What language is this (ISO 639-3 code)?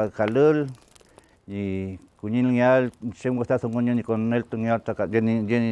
arn